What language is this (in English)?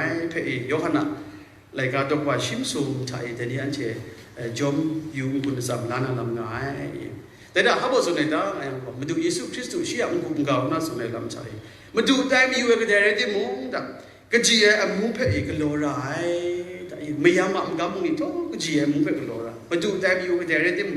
Kachin